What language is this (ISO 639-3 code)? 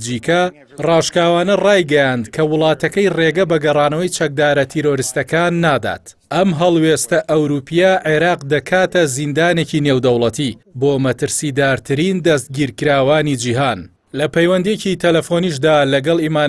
ckb